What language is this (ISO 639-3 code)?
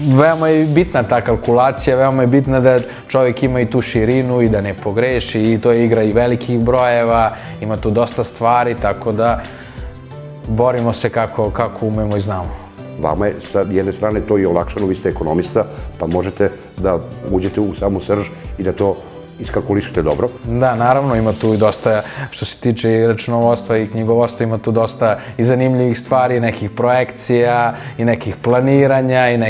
srp